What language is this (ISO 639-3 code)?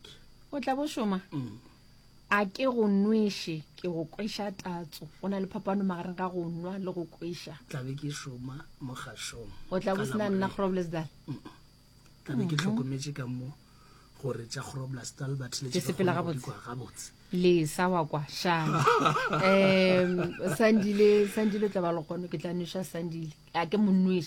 nso